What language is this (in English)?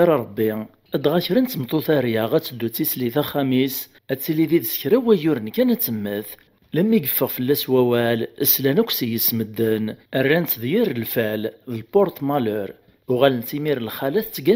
Kabyle